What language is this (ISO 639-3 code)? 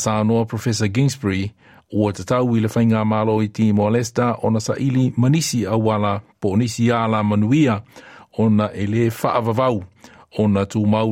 smo